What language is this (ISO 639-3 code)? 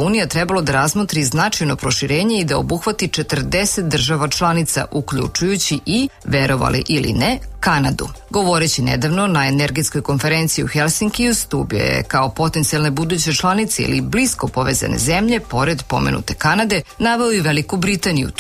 srp